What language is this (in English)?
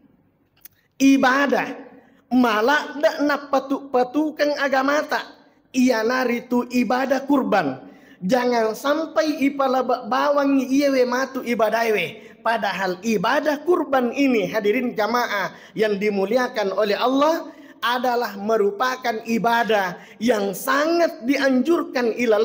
Buginese